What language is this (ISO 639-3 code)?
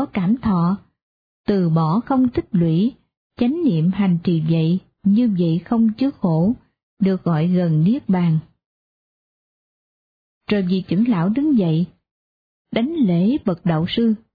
vie